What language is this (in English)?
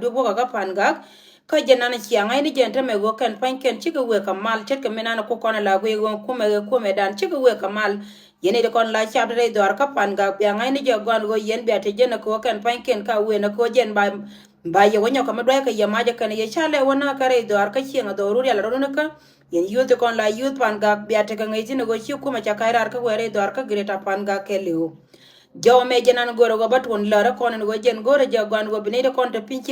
Nuer